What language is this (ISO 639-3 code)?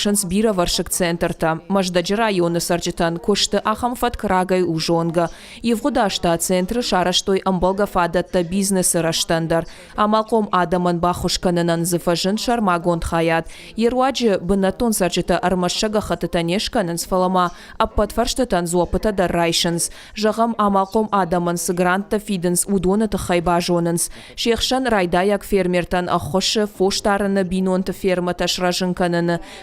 oss